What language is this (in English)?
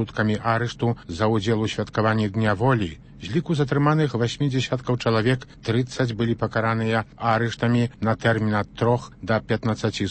Belarusian